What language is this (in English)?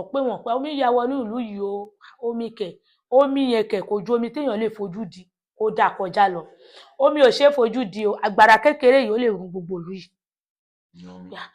Yoruba